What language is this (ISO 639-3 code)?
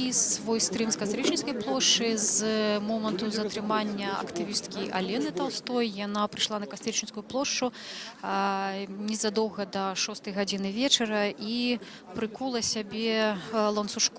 bel